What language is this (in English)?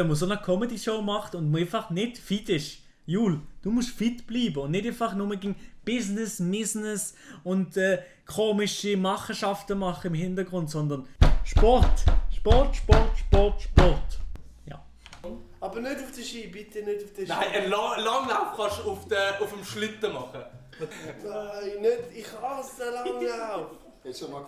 Swiss German